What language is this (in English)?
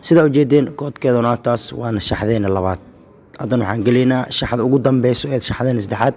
Somali